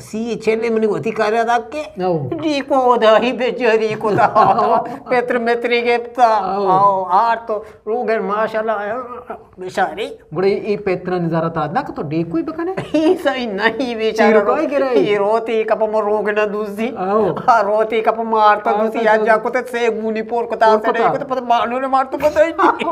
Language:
Eastern Balochi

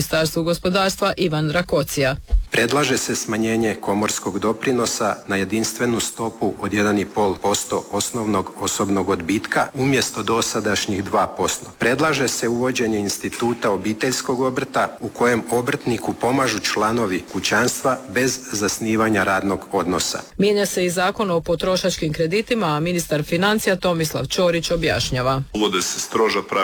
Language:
Croatian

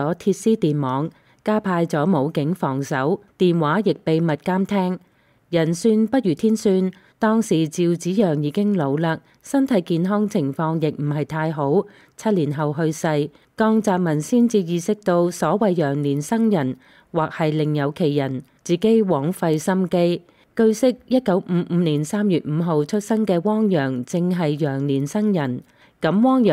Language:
Cantonese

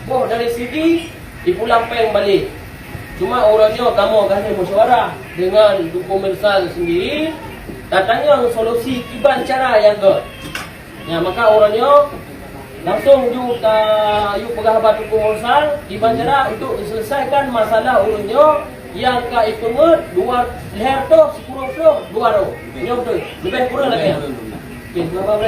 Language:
Achinese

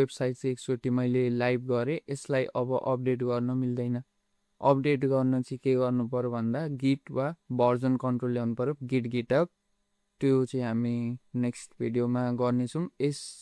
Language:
Nepali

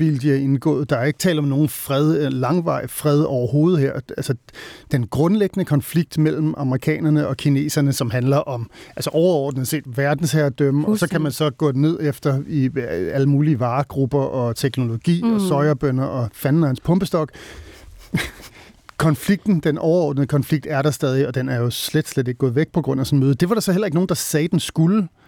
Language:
Danish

